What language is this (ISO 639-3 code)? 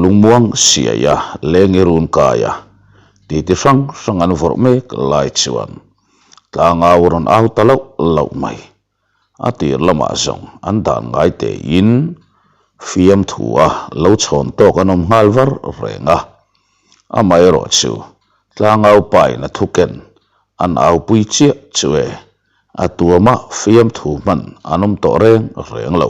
lus